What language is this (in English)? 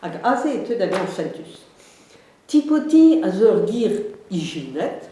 Breton